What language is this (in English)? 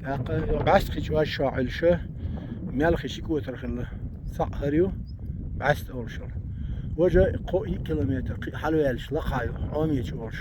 Chechen